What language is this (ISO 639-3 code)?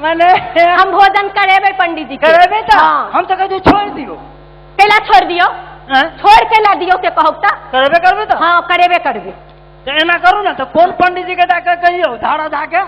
mai